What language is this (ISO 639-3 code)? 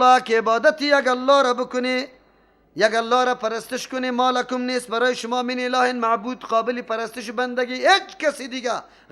fas